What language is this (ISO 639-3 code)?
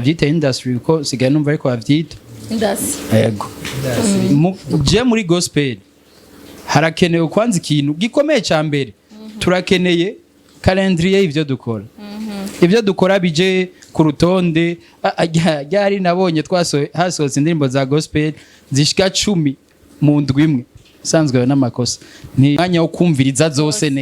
run